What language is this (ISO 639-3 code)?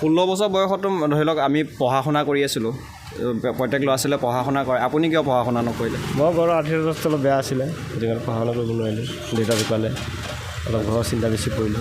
asm